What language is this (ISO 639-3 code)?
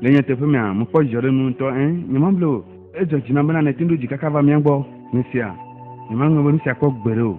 ewe